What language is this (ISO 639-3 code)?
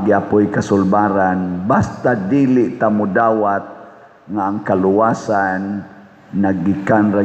ceb